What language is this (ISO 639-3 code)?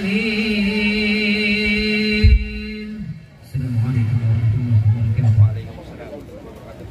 bew